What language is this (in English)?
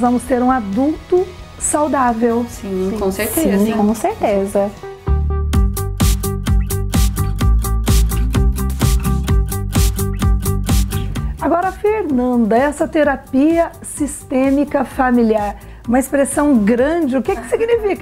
Portuguese